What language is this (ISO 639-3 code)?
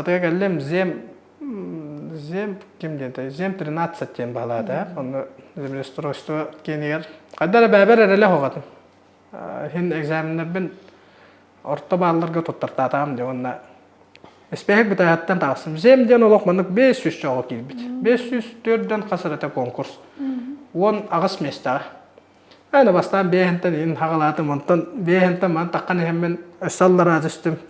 sah